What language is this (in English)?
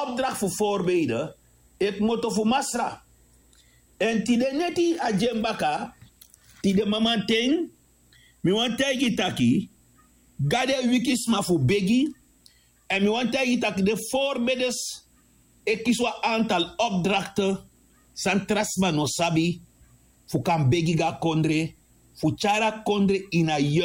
Sranan Tongo